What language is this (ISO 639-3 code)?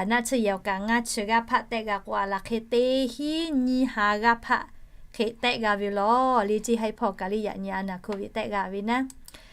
lhu